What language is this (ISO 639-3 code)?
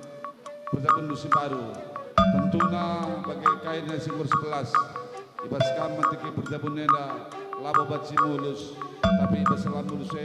btx